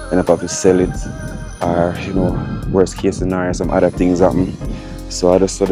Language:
Jamaican Creole English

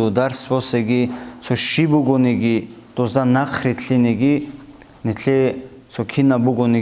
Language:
Avaric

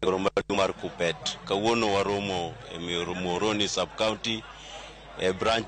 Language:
Luo (Kenya and Tanzania)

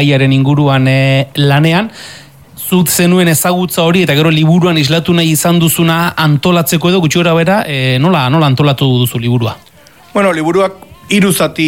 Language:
Basque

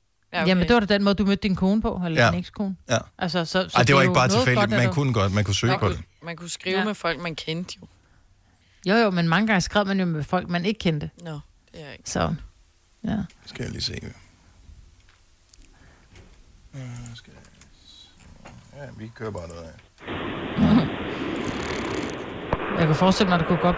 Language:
Danish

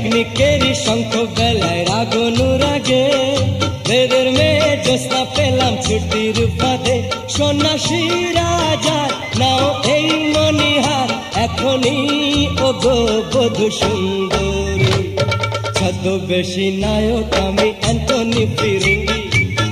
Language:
Bangla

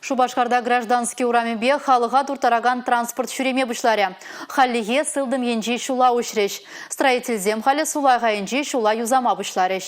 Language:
Chuvash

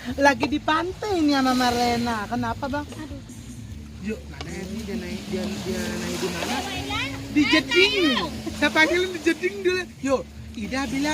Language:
Sasak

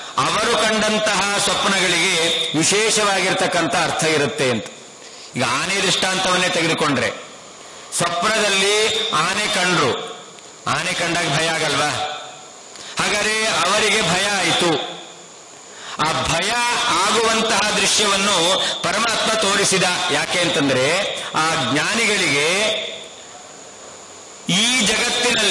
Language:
Kannada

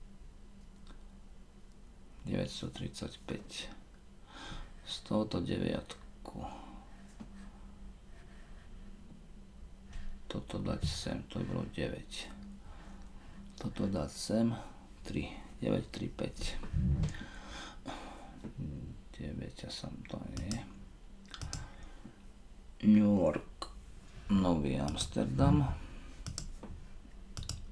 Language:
Slovak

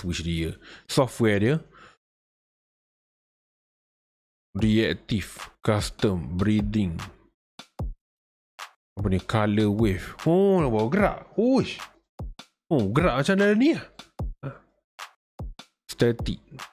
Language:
Malay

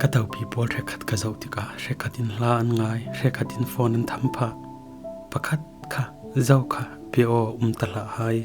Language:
Falam Chin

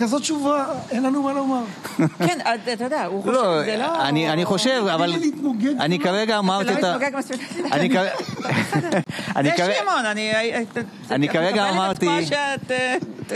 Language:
Hebrew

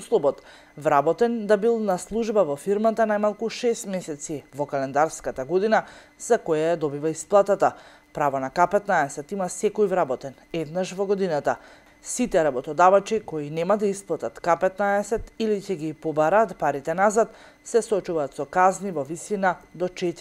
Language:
Macedonian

